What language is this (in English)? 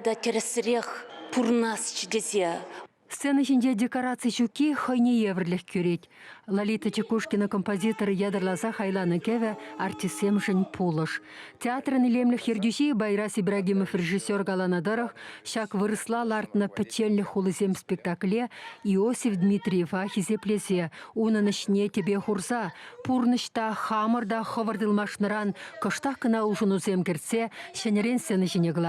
Chuvash